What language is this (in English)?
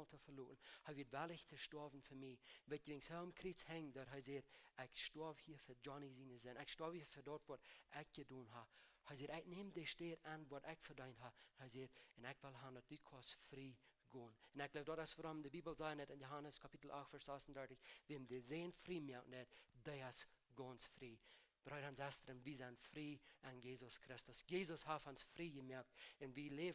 Plautdietsch